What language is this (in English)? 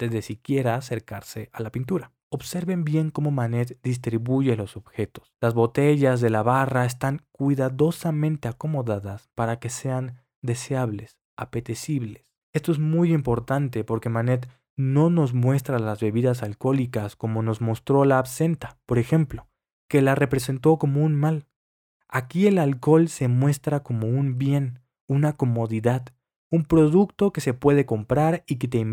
Spanish